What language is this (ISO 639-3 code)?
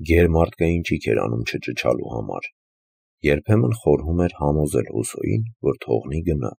hye